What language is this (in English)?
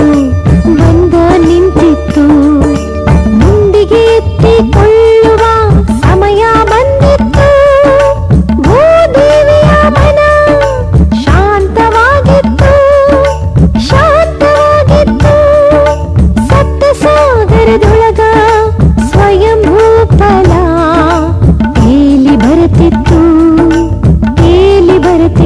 Kannada